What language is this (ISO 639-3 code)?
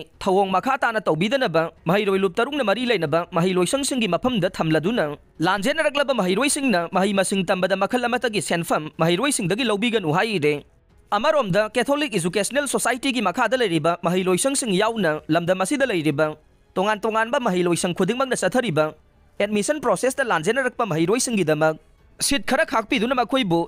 mni